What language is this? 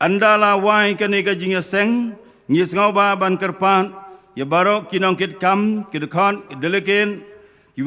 Khasi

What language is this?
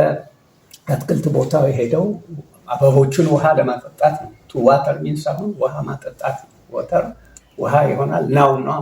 Amharic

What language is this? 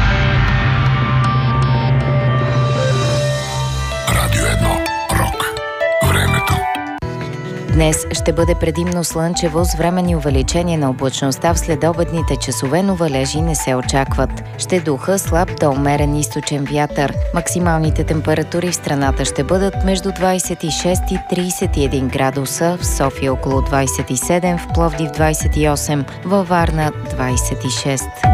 Bulgarian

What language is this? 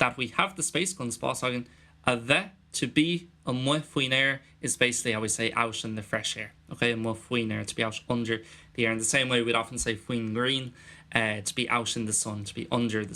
Irish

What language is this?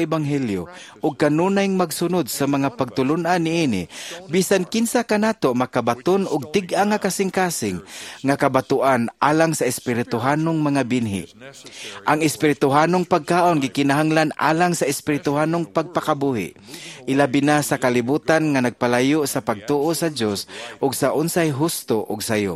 Cebuano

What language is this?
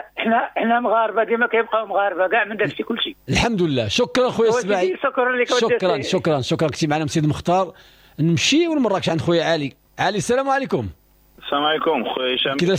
Moroccan Arabic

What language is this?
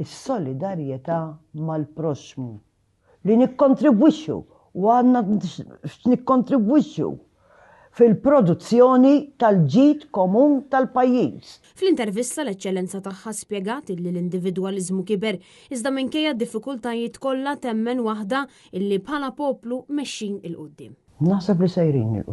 Maltese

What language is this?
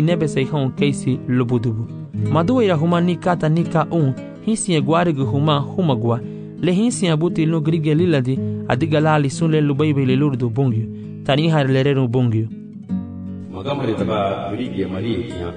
Garifuna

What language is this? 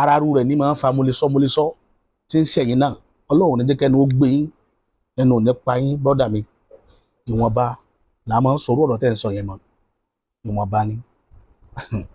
Yoruba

